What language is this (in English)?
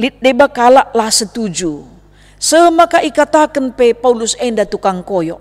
Batak Karo